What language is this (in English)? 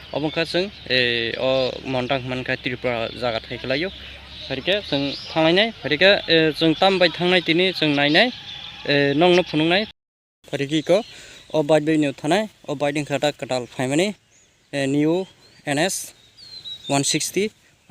Kok Borok